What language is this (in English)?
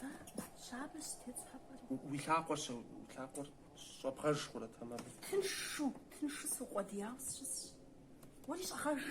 Kabardian